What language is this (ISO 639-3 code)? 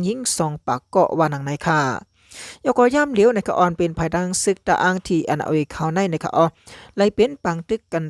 shn